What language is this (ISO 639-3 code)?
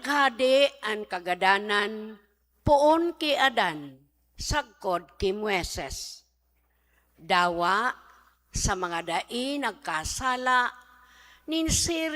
bik